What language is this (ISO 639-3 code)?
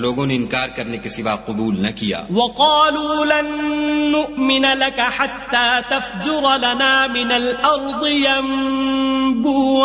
urd